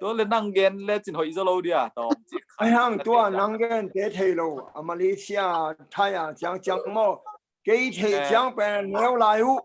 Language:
Tedim Chin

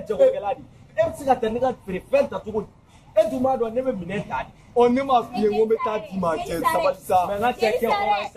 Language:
Bambara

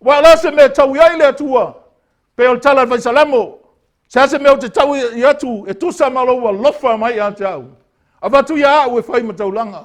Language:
Samoan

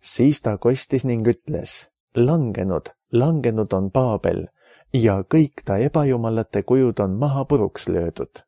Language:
Estonian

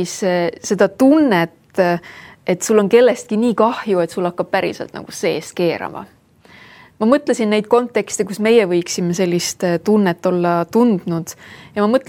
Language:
Estonian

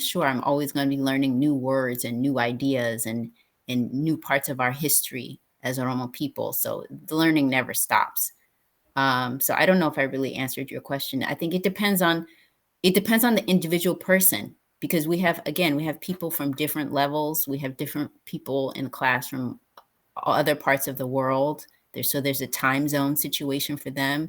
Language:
English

